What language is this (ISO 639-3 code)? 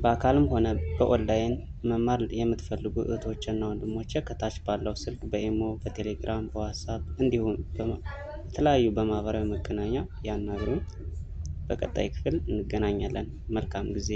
amh